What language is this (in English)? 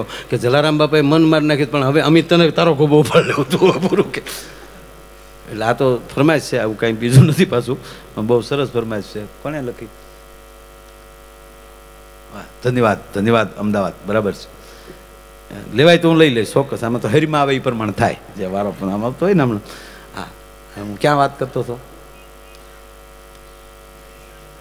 Gujarati